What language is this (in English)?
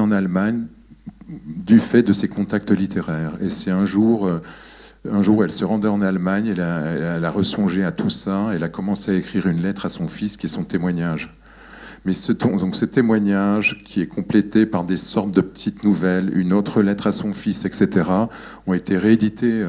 French